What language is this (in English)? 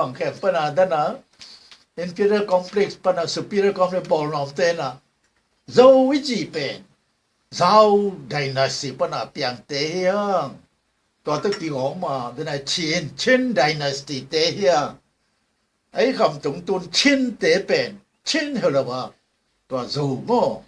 Tedim Chin